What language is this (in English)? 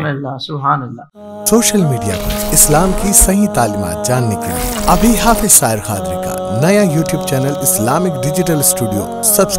Urdu